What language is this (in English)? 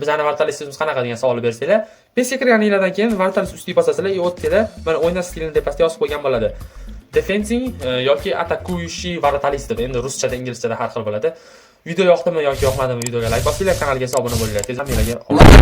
Uzbek